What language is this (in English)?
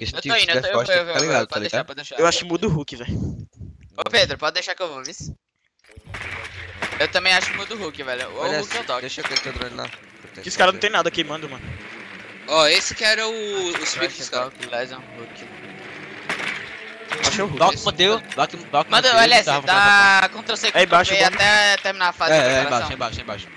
Portuguese